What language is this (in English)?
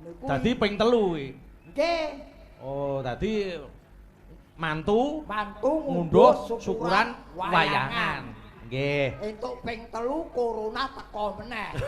Javanese